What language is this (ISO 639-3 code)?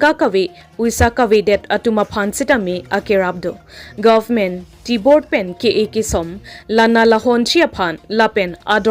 mjw